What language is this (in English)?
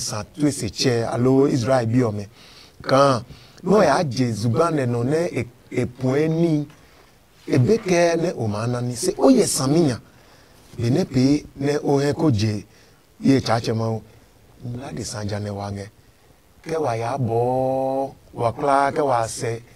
Adangme